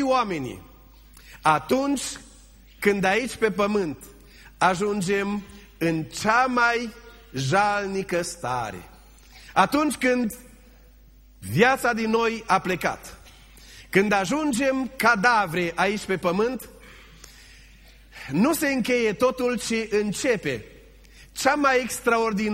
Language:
Romanian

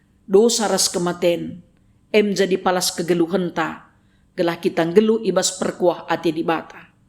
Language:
Batak Karo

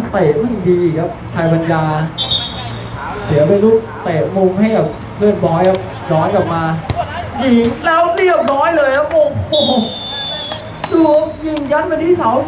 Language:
Thai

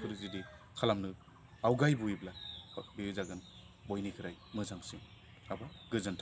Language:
Bodo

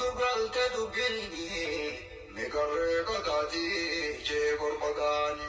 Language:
Oromo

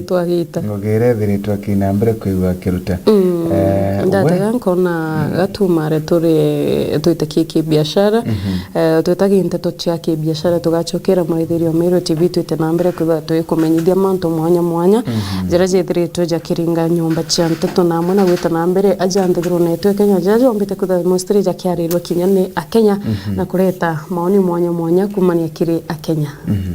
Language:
Meru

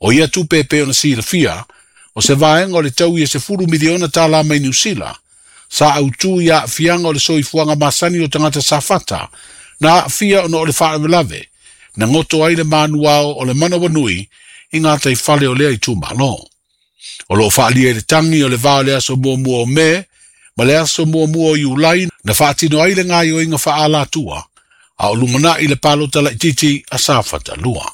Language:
Samoan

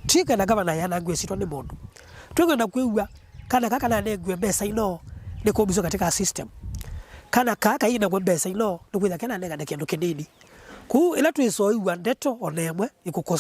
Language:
Kamba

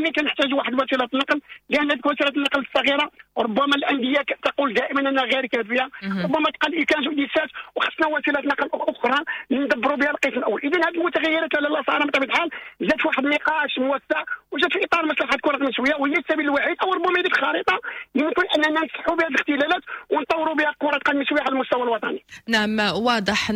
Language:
Moroccan Arabic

